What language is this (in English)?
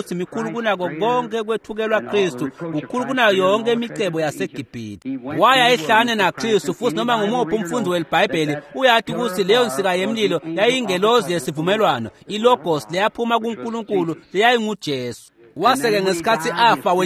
Swati